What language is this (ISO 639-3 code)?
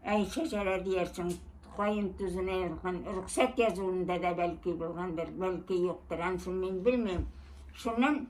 bak